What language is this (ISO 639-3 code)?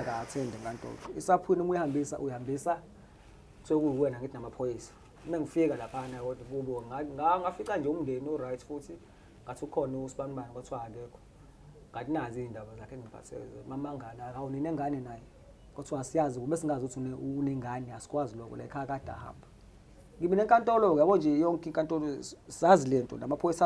zul